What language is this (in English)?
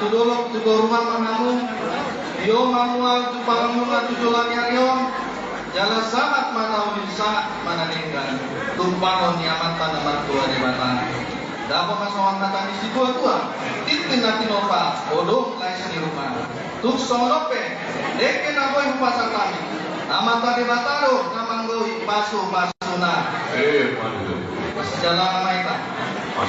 Batak Toba